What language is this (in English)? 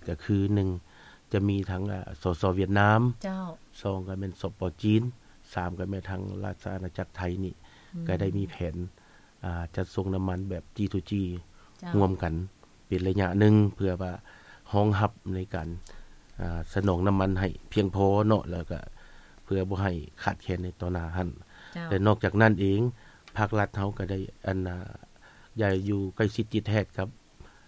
Lao